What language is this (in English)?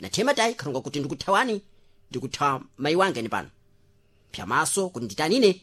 Sena